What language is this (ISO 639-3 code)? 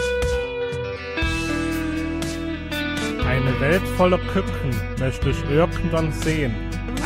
deu